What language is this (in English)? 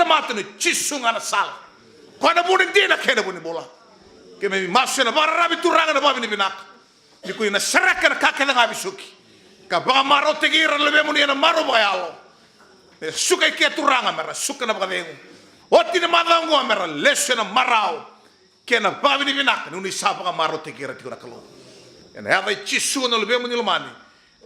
Fijian